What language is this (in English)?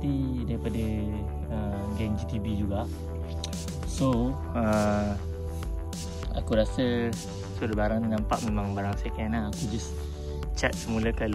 Malay